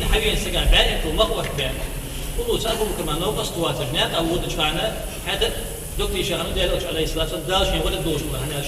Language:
Ingush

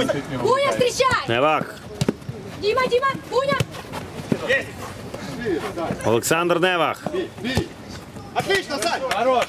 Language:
Ukrainian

